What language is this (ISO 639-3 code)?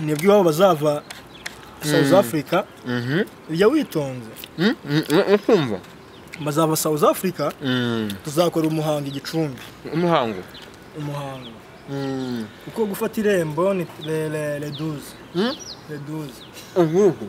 kin